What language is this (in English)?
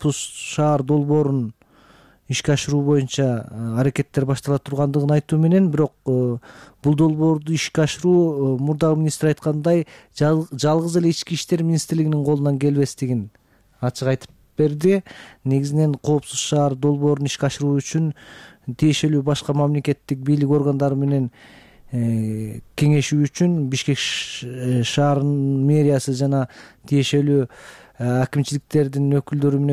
Kyrgyz